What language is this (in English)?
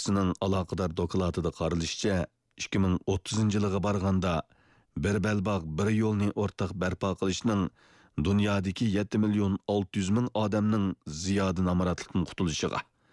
Uyghur